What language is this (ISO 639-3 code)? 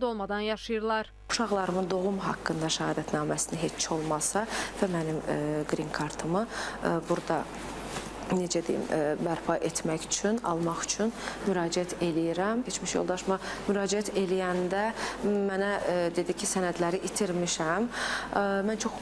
aze